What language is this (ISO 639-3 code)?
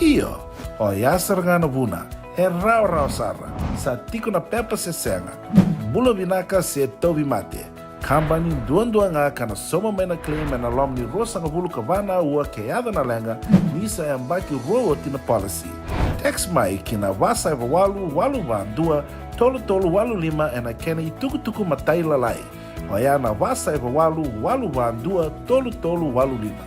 fij